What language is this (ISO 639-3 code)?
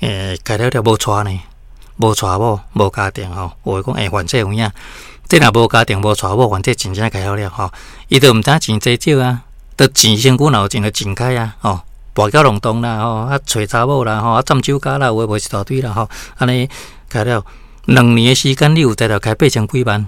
nan